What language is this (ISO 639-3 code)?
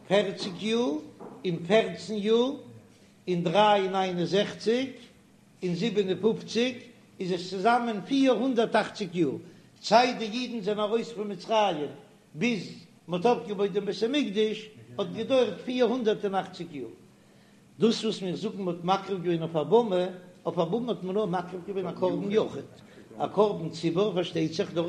yid